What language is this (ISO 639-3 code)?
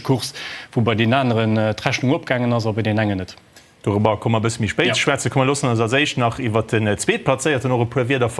ltz